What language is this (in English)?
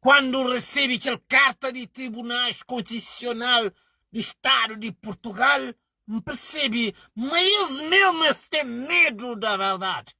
Kabuverdianu